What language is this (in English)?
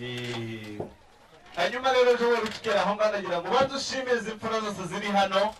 Kinyarwanda